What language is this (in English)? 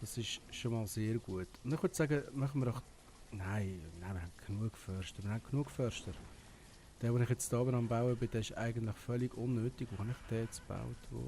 Swiss German